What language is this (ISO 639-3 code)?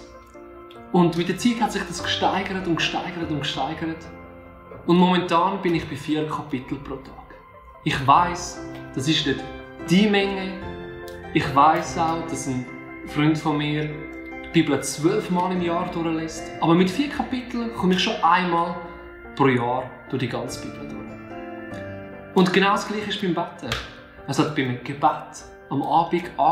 gsw